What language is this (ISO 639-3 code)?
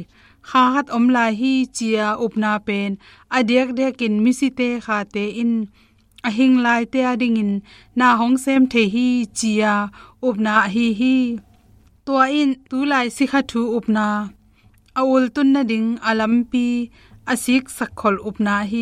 ctd